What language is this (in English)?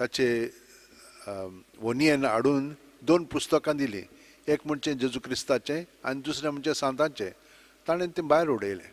Konkani